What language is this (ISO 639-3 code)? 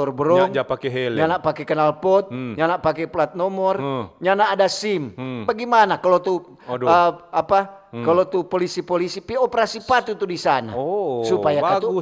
xmm